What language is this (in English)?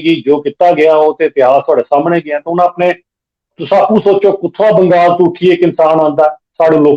Dogri